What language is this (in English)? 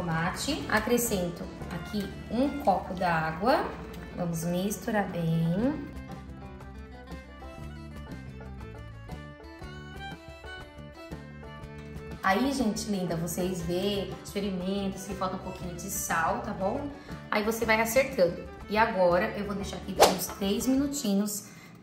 Portuguese